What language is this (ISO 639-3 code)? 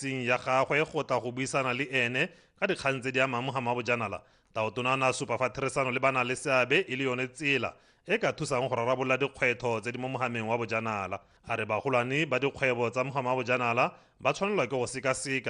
tsn